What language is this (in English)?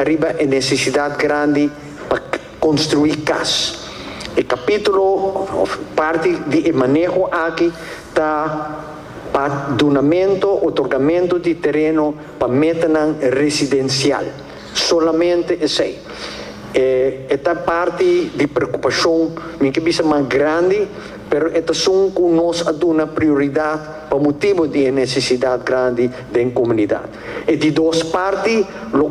Papiamento